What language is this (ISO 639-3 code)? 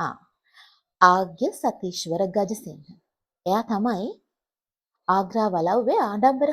sin